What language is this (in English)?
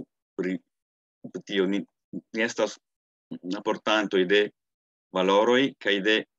Esperanto